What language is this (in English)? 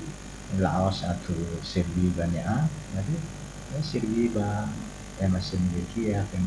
Tetum